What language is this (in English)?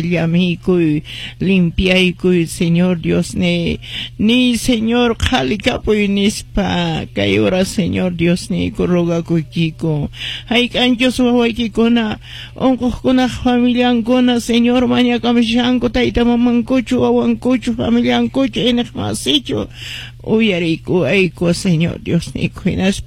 Quechua